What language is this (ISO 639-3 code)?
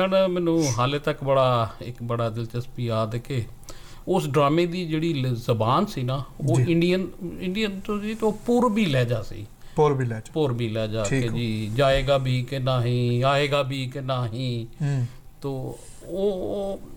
pan